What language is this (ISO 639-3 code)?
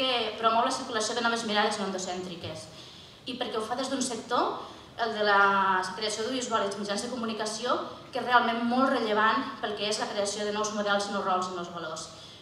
cat